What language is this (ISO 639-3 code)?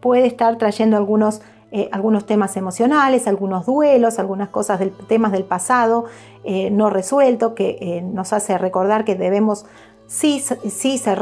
spa